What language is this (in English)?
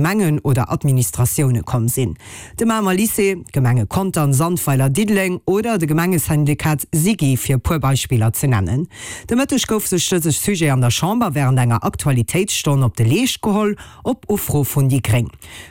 Luxembourgish